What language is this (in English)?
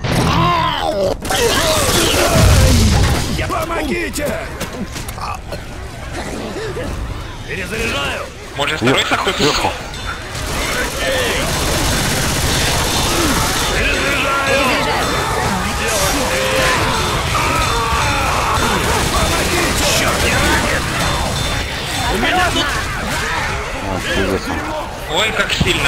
Russian